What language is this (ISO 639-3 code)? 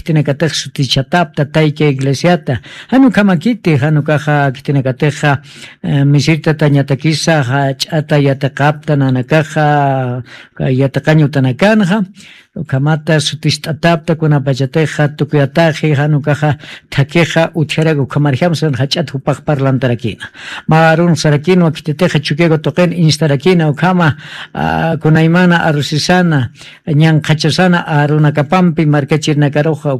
aym